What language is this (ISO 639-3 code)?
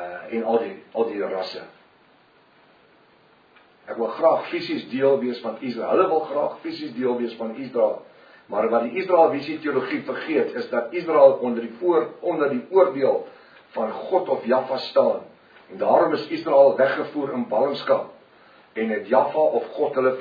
afr